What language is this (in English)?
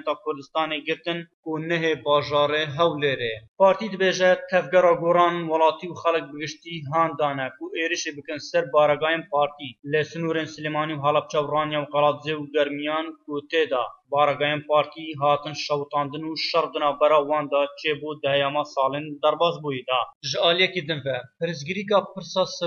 Kurdish